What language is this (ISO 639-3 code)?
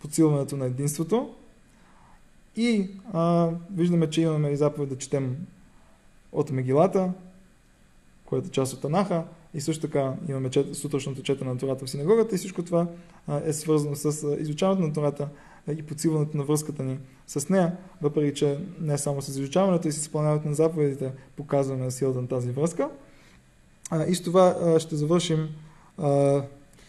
bul